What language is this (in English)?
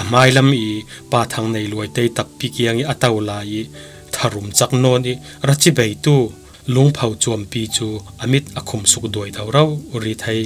Falam Chin